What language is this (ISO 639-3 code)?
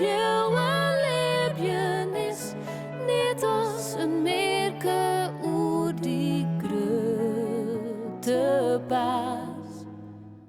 fry